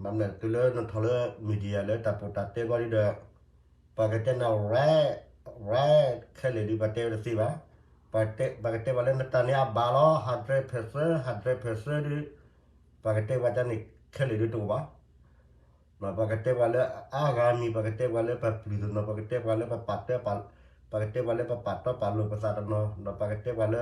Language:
S'gaw Karen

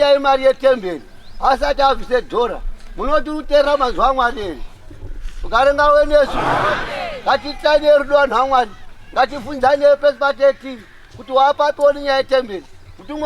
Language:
Shona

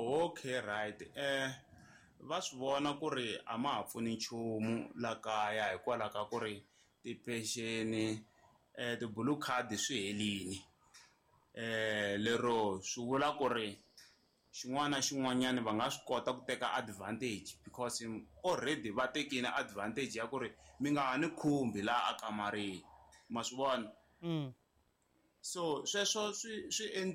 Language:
Tsonga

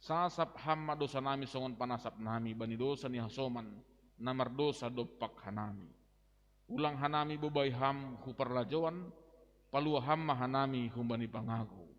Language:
Batak Simalungun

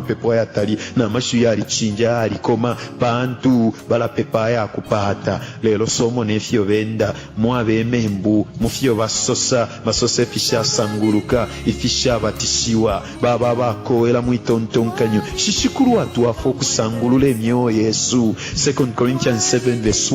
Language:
Bemba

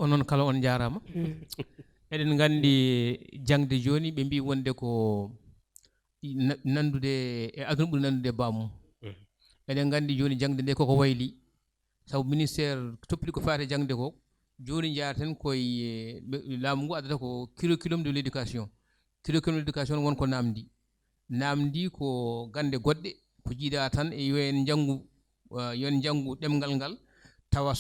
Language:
Fula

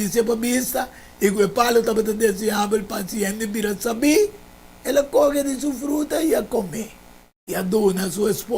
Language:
Papiamento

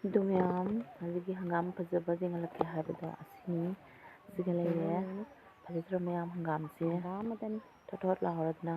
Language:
Manipuri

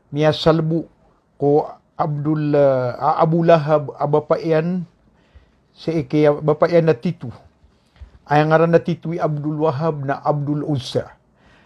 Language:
Maranao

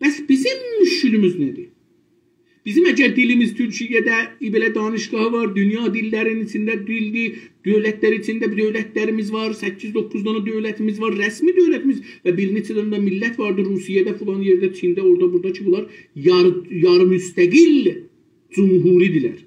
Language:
South Azerbaijani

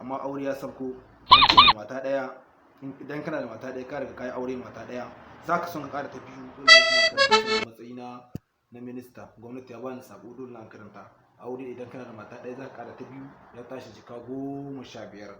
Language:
Hausa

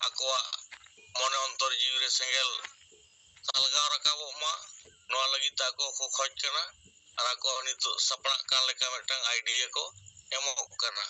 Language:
Santali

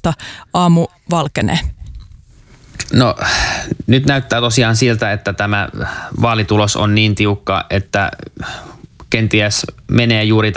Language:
Finnish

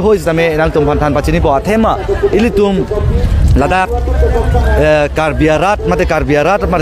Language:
Karbi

